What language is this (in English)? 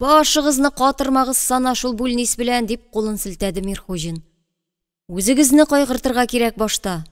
Tatar